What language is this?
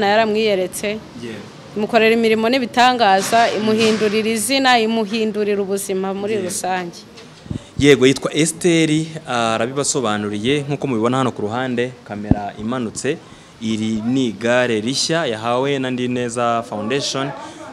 Kinyarwanda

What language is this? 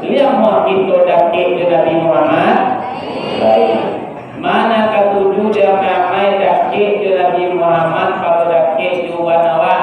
Minangkabau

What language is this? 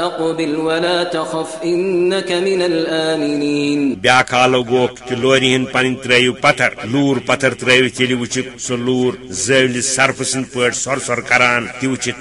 Kashmiri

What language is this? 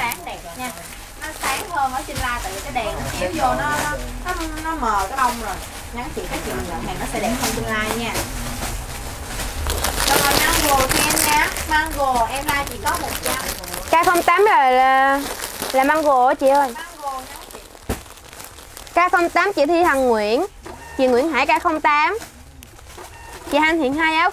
Vietnamese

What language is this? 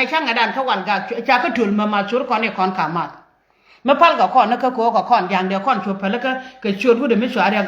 Nuer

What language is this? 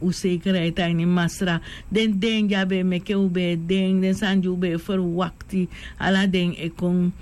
Sranan Tongo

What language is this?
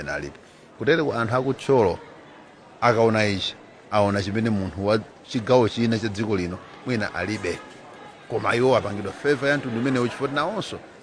Nyanja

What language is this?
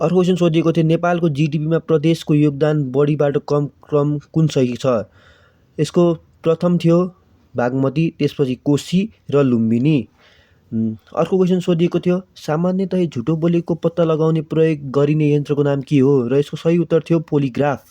Nepali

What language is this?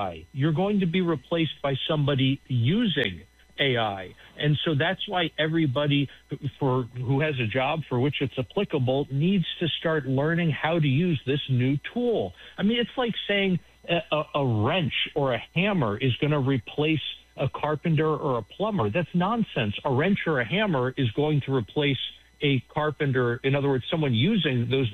English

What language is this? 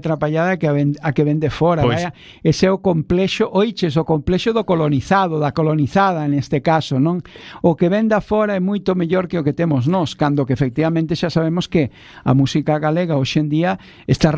Galician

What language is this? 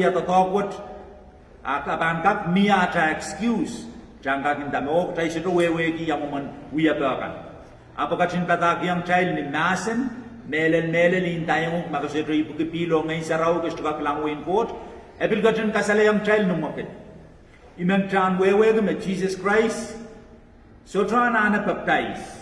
Pohnpeian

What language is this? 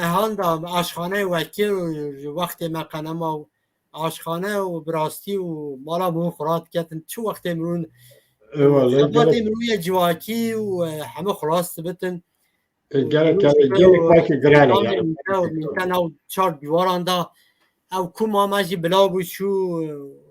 Kurdish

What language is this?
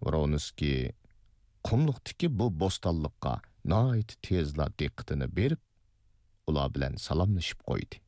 Uyghur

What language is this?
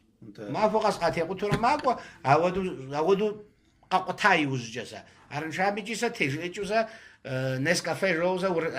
Kabardian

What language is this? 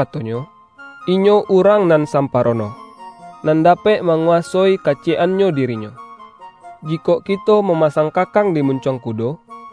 Minangkabau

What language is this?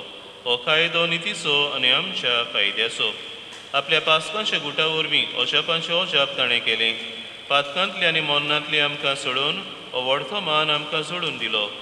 Konkani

